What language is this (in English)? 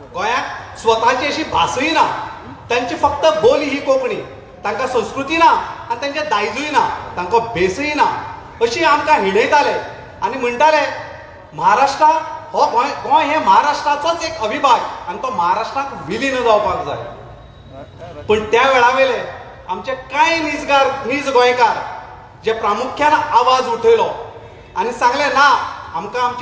Konkani